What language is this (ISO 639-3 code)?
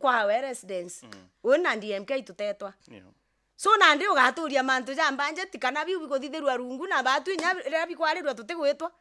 mer